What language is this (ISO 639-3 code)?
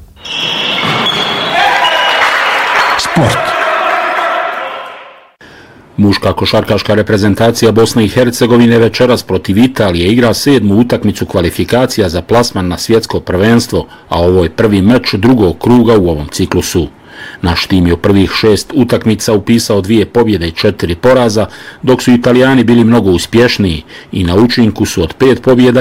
bos